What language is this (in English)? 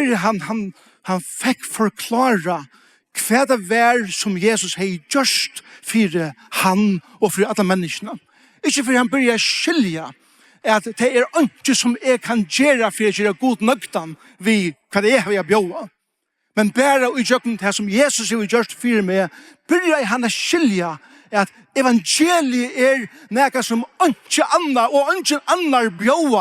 Faroese